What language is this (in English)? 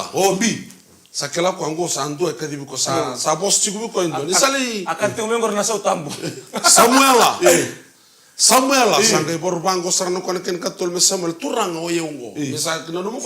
Fijian